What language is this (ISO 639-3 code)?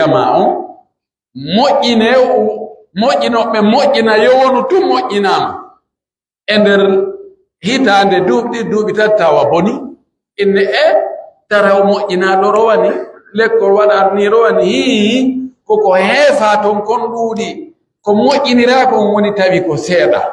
fuf